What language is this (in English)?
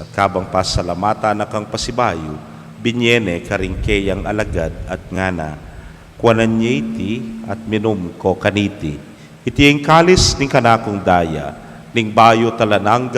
Pampanga